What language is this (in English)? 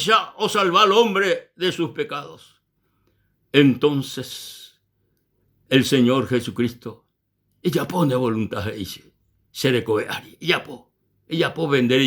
Guarani